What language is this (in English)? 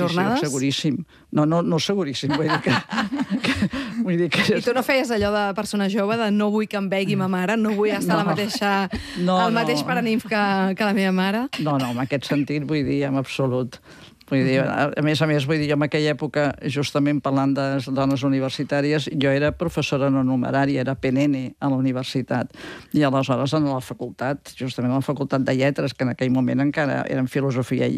Catalan